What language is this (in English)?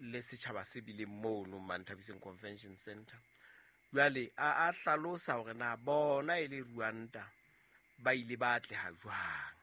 Southern Sotho